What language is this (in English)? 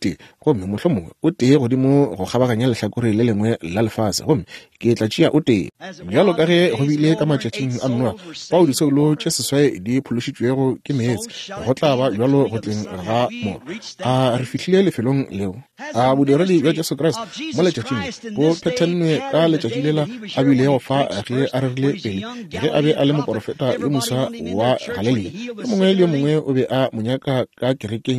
Northern Sotho